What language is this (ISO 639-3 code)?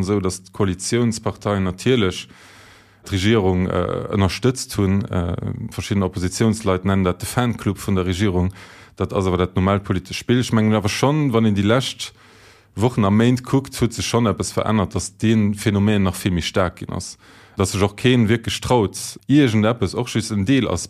ltz